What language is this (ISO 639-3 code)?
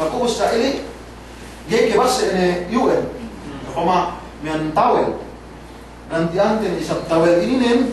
yka